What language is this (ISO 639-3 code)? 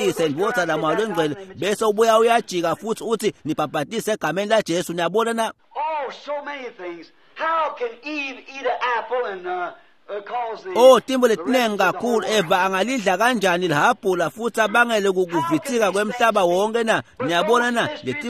ssw